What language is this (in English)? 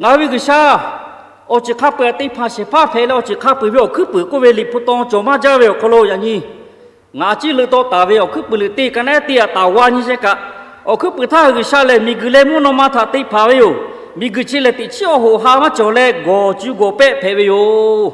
Lahu